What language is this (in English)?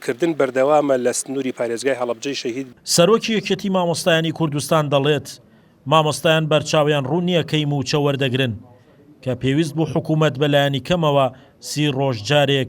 Central Kurdish